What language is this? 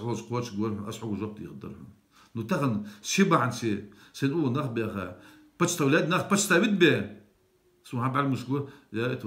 Ingush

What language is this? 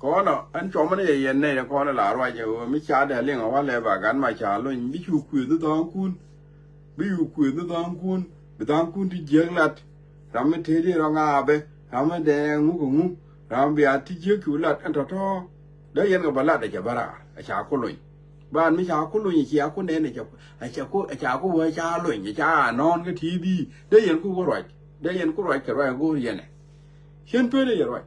Nuer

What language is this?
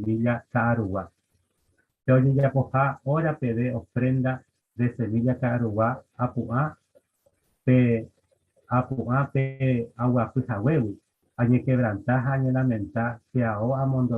Guarani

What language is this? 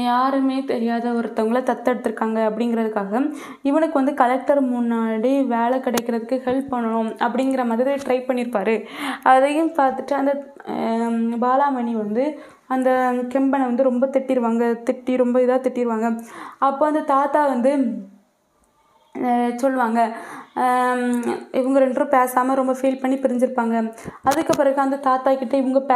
Tamil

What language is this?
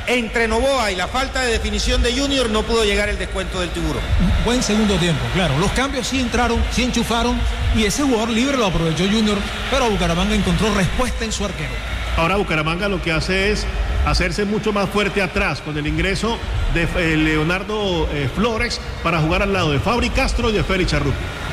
Spanish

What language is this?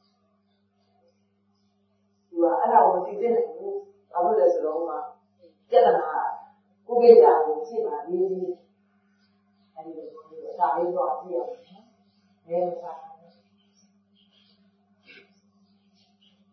Burmese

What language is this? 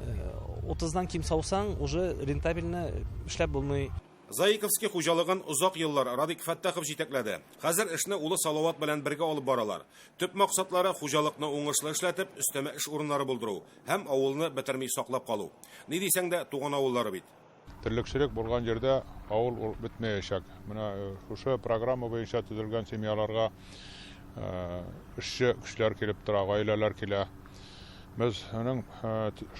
Tatar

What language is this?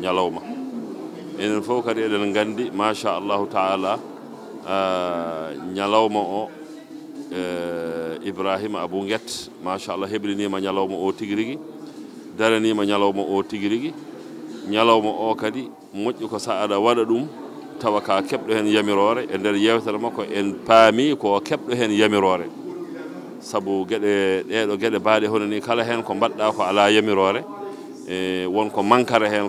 Fula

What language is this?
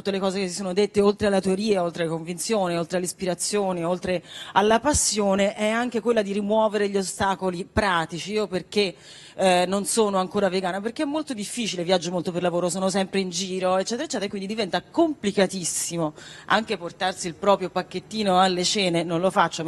Italian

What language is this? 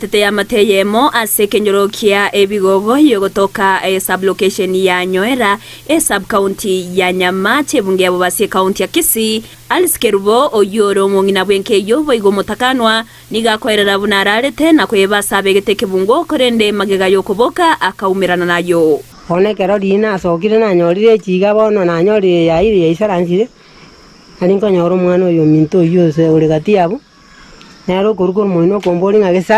Gusii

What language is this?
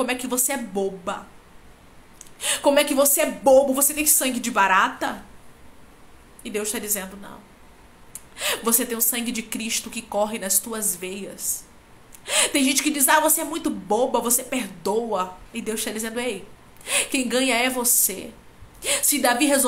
Portuguese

